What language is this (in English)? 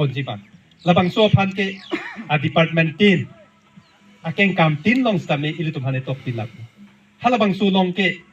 Karbi